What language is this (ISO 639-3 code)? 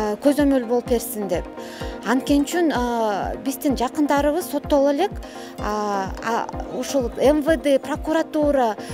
kir